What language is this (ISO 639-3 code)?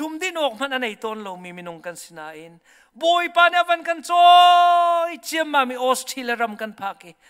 cnh